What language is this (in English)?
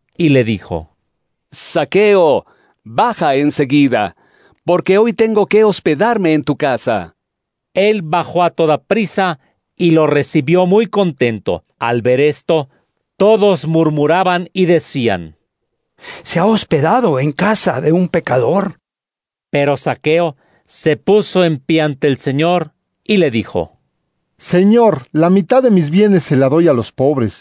Spanish